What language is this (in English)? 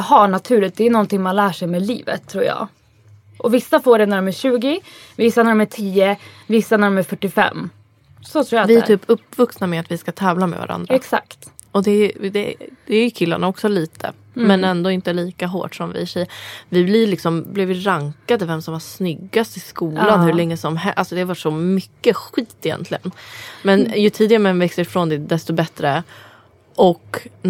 Swedish